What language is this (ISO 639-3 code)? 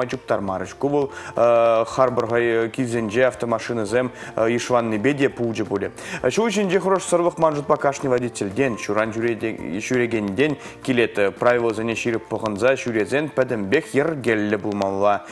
chv